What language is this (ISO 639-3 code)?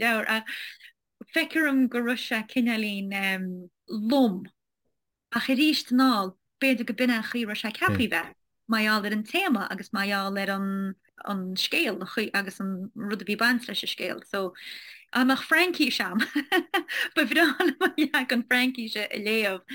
gle